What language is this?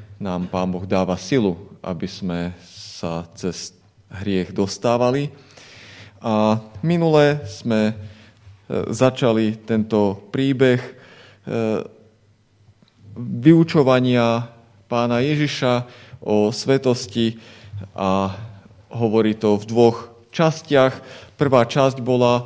Slovak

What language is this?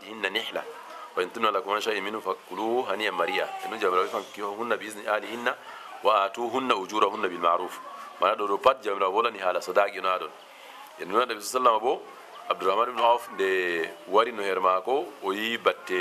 Fula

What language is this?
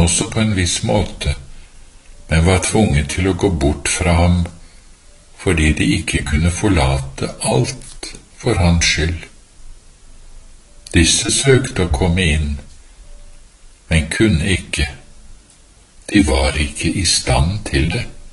Norwegian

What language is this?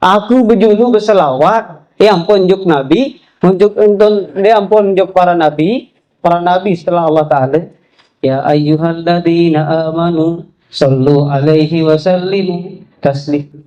Sasak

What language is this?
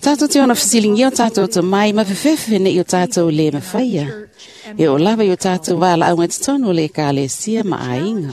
Samoan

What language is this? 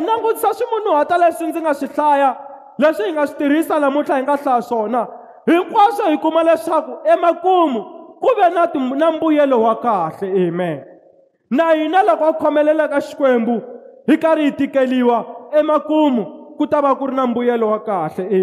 Tsonga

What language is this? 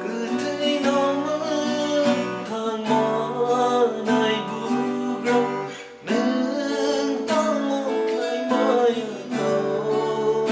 Kok Borok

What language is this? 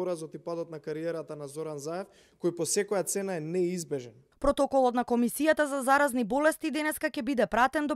Macedonian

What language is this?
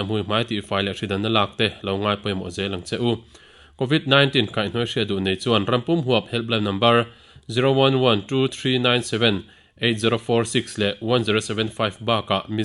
Mizo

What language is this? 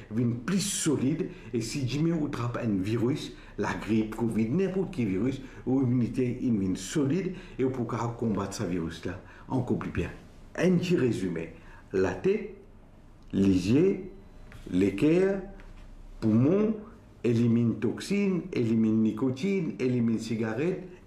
Morisyen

